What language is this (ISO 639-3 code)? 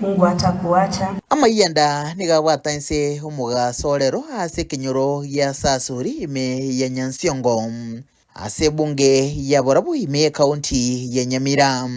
guz